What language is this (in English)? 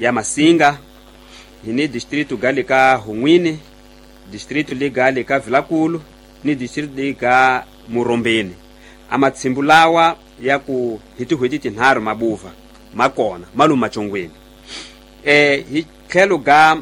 Tsonga